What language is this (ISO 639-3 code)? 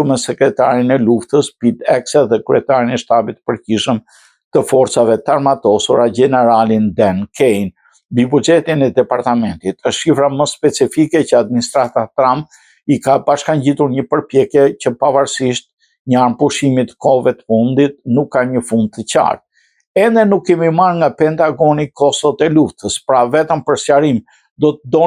sqi